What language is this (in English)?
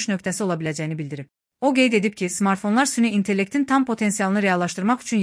Azerbaijani